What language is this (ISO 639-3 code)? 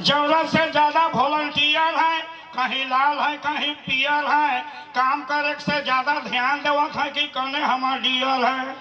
sck